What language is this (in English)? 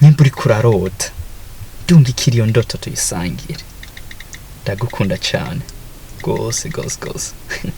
Rundi